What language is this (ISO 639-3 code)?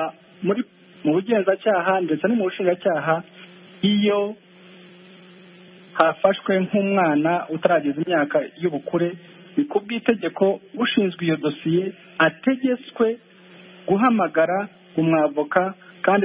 kin